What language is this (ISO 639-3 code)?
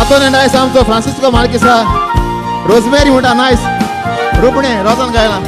kok